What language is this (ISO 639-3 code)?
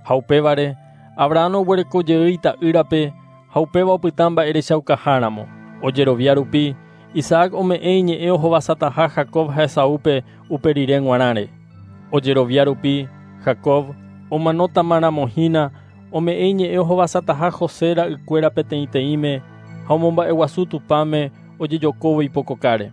grn